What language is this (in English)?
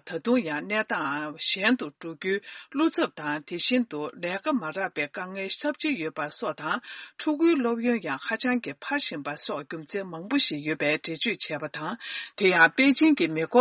Tibetan